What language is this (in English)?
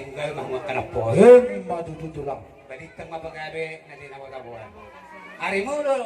Batak Toba